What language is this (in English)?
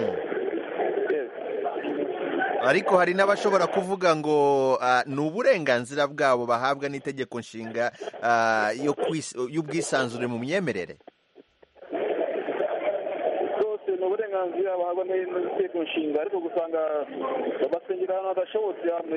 Kinyarwanda